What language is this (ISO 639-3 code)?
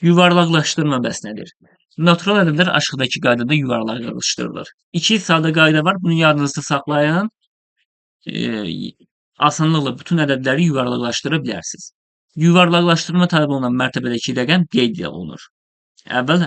aze